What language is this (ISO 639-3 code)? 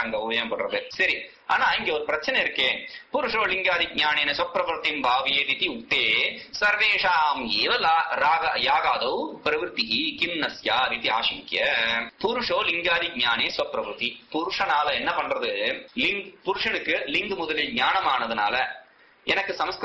tam